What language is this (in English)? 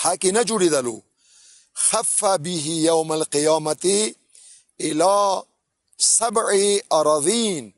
Pashto